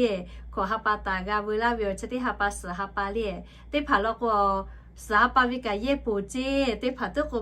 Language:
Lahu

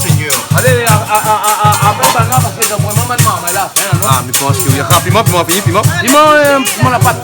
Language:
Réunion Creole French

